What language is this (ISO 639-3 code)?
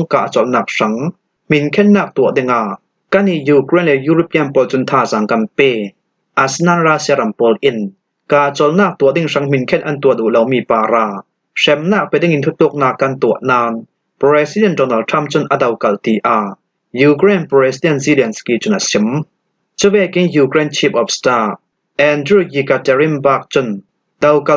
cfm